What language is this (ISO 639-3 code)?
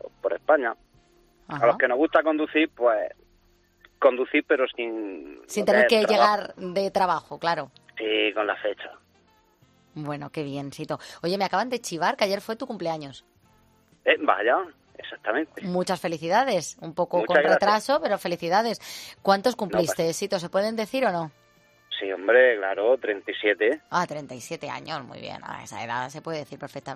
spa